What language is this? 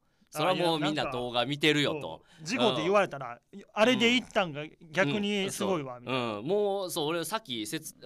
Japanese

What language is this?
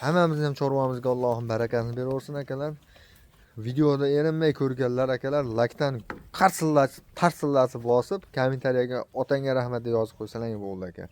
Uzbek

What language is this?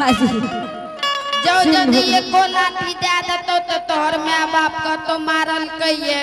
Angika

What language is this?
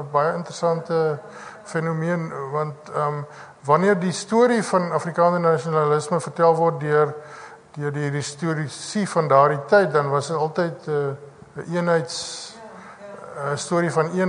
Afrikaans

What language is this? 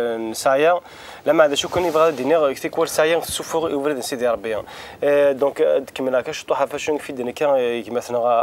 Kabyle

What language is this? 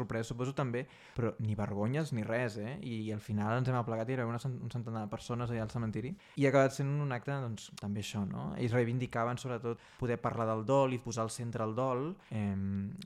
Catalan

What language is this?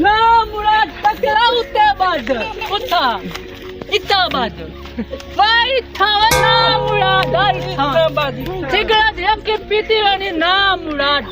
Saraiki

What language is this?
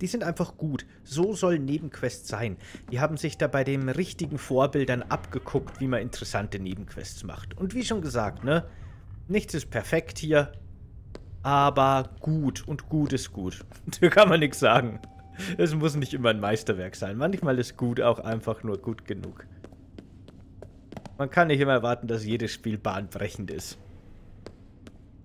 German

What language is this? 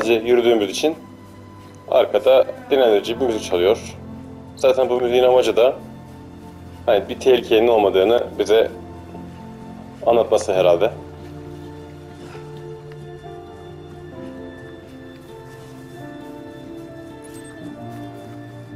Turkish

